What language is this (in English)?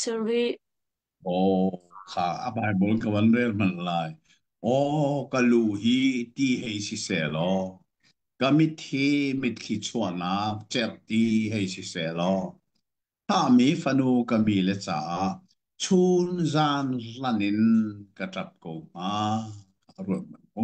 Hakha Chin